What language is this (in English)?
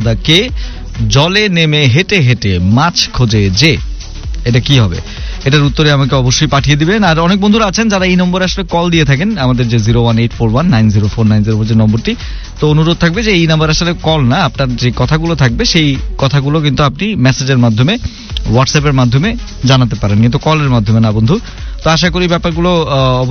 Bangla